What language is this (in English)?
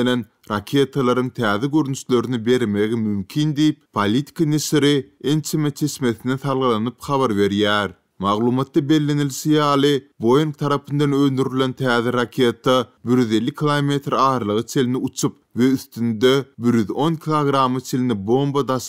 Turkmen